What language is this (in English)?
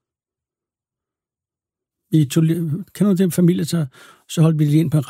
Danish